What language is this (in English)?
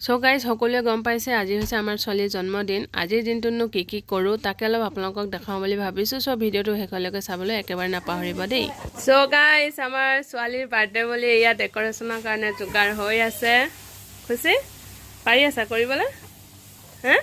Assamese